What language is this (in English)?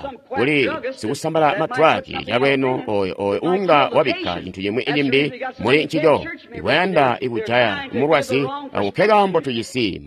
Tonga (Zambia)